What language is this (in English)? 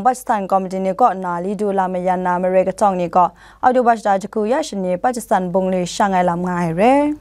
Kachin